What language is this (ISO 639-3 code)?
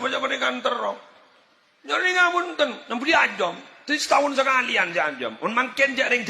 mad